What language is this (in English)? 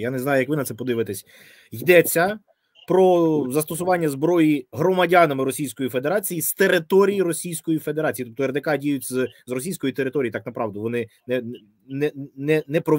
Ukrainian